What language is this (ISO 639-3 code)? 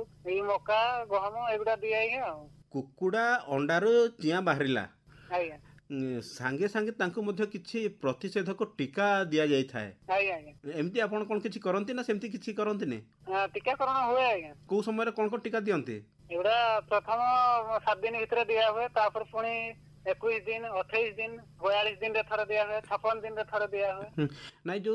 ori